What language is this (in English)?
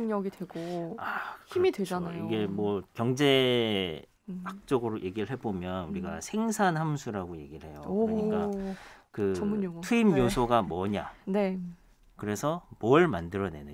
Korean